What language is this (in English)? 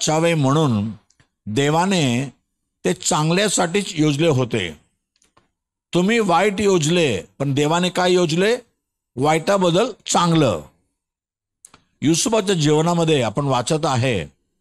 Marathi